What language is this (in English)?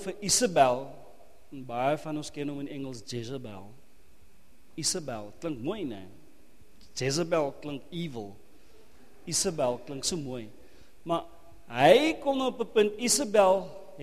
Afrikaans